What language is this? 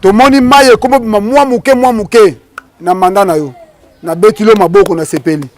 Lingala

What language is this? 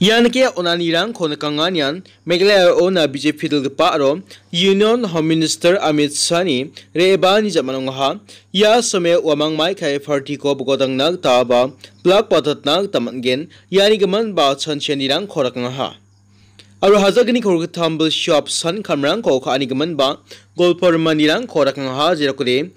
Garo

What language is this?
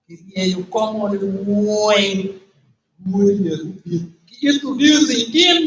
Acoli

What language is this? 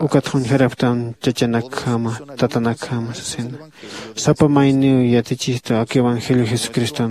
Aymara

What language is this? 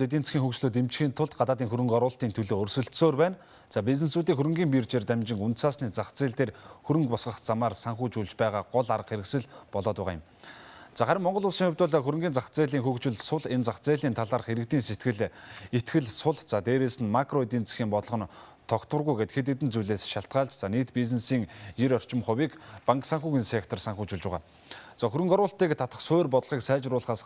Mongolian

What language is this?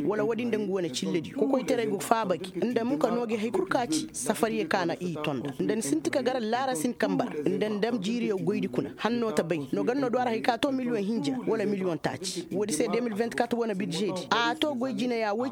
Koyraboro Senni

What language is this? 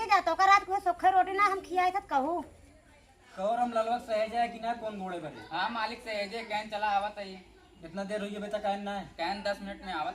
Awadhi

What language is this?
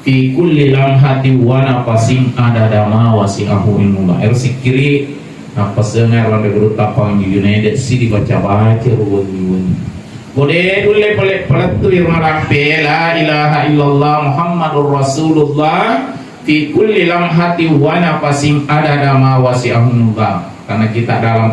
Buginese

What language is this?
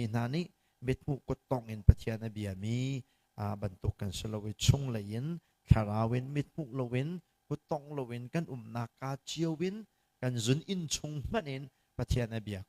Hakha Chin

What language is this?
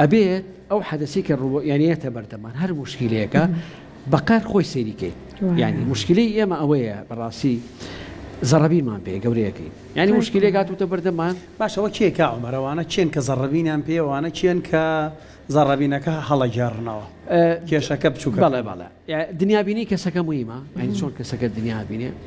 Central Kurdish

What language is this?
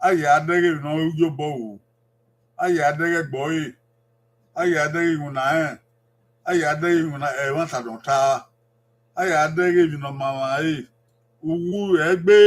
Bini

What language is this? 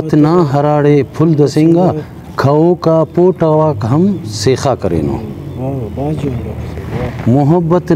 Brahui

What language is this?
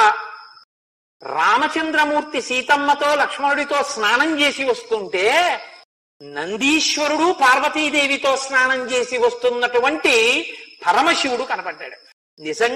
Telugu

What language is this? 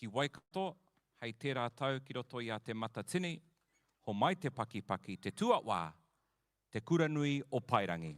Māori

